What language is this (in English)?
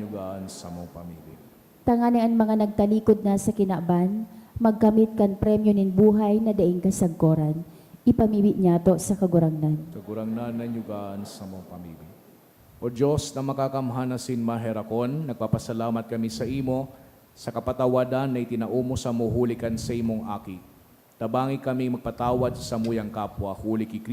Bikol